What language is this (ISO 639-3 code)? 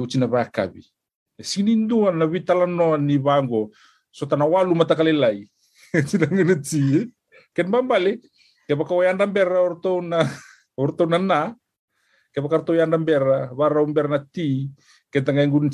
fij